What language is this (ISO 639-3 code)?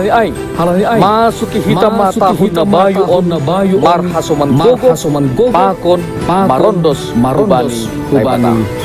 bts